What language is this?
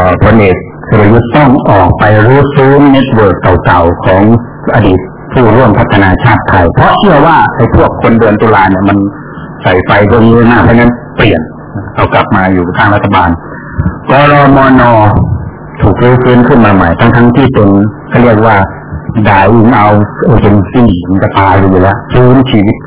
Thai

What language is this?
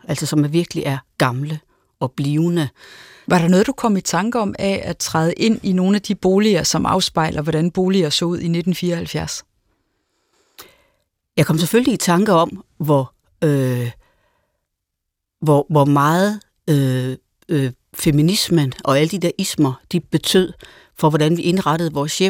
Danish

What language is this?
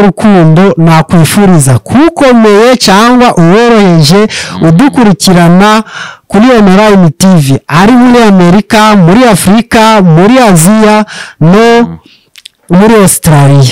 Kinyarwanda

